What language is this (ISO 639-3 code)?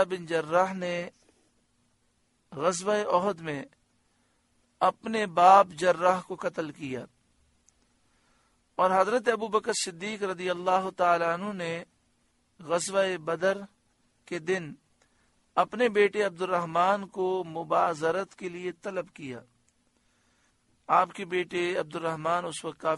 urd